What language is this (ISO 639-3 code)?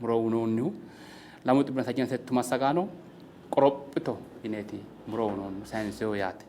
sid